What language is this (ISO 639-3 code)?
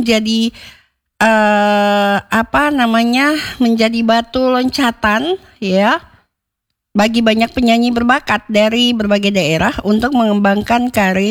ind